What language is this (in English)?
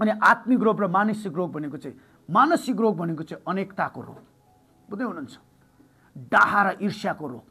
Nepali